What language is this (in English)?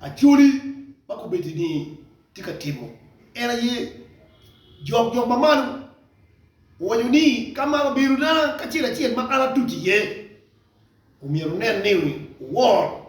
Acoli